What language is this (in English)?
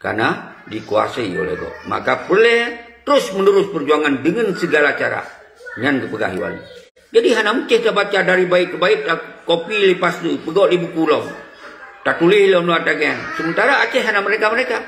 Achinese